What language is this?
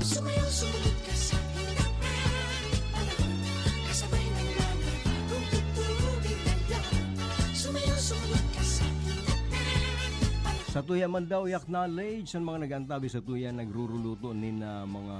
Bikol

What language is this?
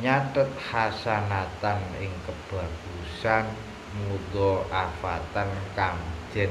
Javanese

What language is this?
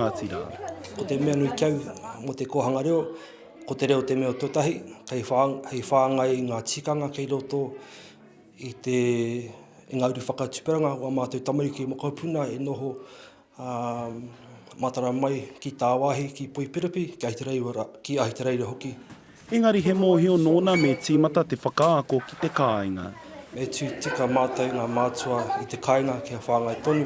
Māori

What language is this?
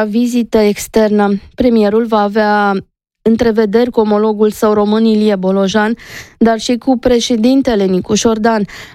Romanian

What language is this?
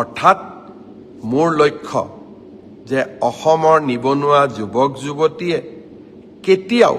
Assamese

